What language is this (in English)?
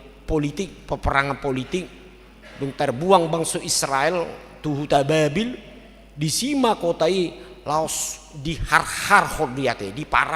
Batak Toba